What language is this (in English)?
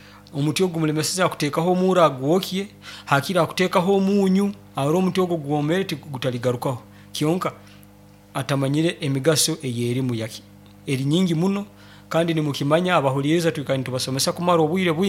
Nyoro